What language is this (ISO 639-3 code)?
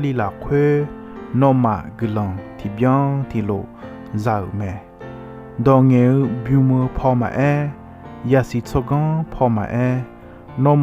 ahk